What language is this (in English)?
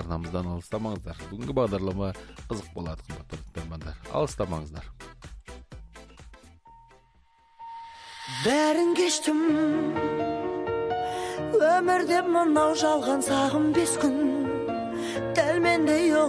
Kazakh